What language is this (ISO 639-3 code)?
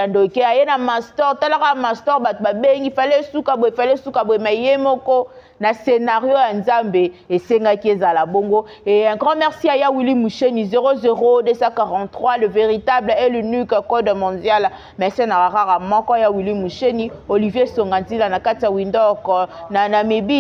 lin